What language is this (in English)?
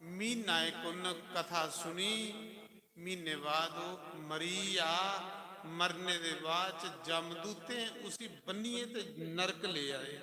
Dogri